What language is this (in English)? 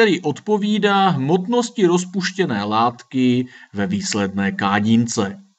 Czech